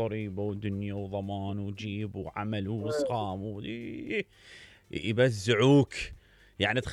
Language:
Mesopotamian Arabic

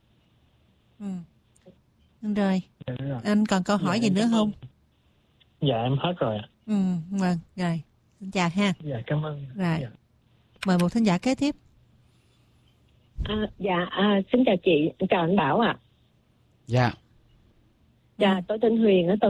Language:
Vietnamese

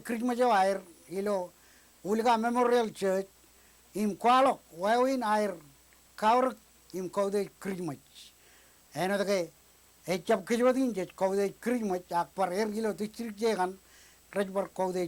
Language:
Marshallese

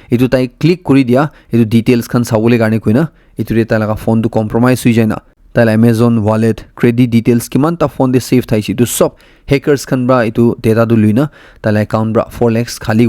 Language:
Naga Pidgin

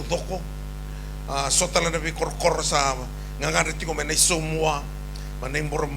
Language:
Fijian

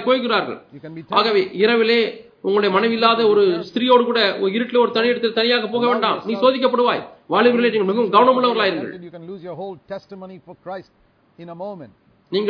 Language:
Tamil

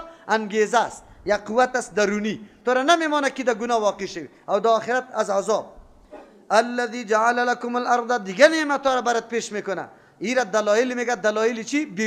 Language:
Persian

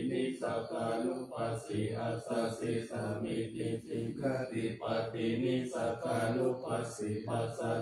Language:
Pali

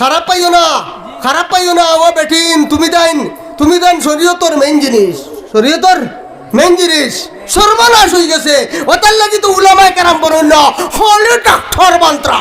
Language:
Sylheti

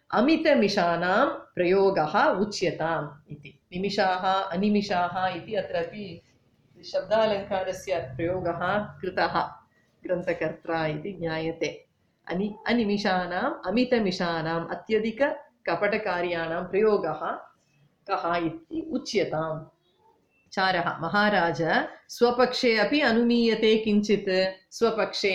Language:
Sanskrit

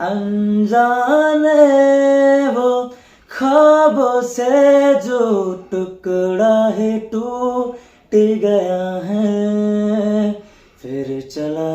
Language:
Riang (India)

